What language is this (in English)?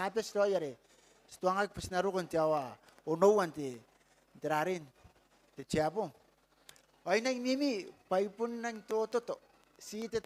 Gilbertese